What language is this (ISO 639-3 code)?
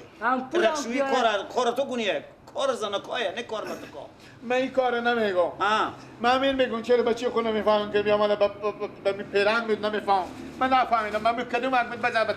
fas